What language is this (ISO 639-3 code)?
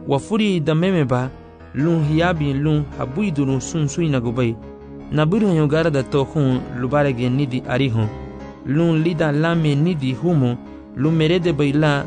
cab